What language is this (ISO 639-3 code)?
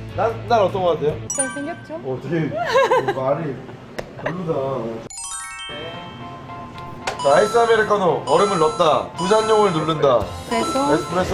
kor